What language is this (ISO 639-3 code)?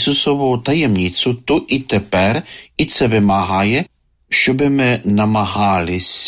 ukr